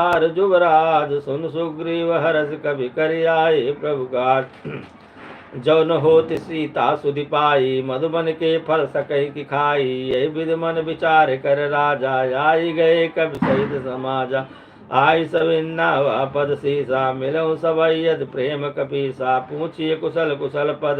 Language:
Awadhi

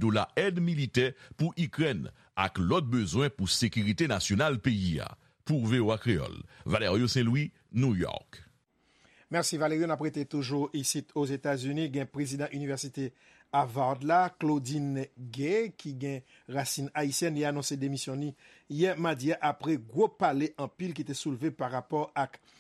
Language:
Haitian Creole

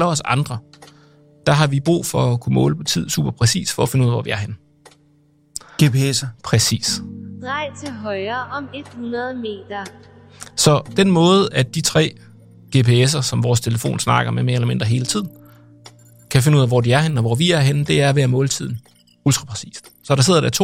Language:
Danish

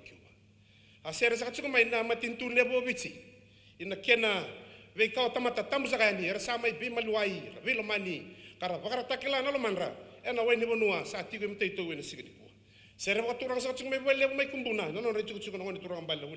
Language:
Fijian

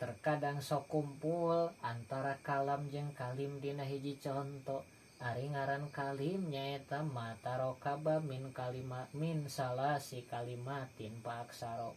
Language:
Sundanese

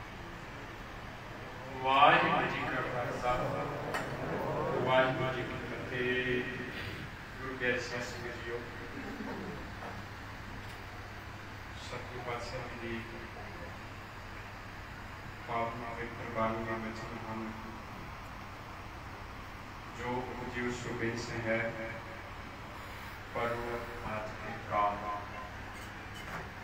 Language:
Punjabi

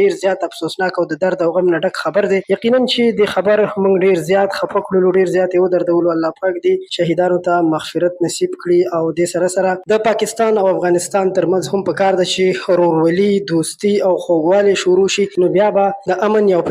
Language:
Pashto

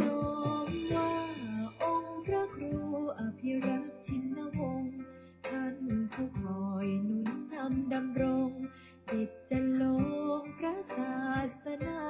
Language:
Pali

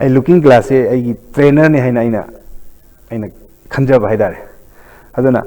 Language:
Manipuri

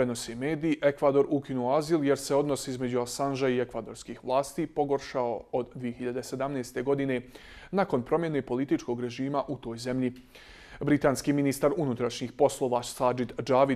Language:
Bosnian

